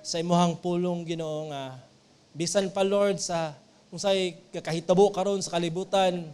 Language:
Cebuano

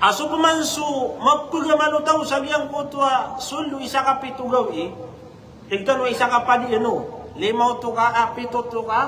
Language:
Maranao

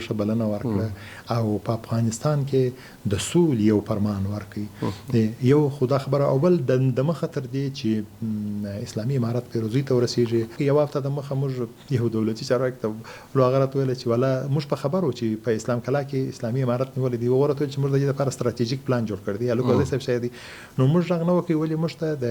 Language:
Pashto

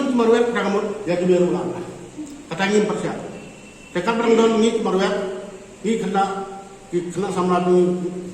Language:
Khasi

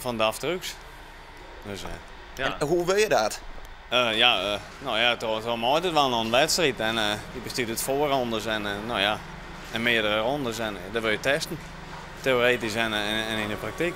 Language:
Western Frisian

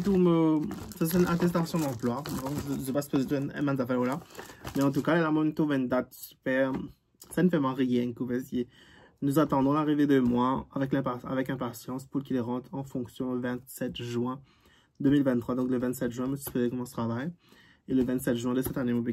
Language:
Morisyen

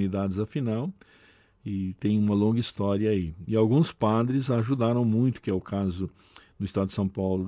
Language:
Portuguese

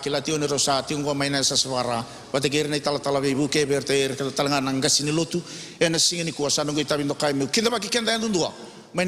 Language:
Fijian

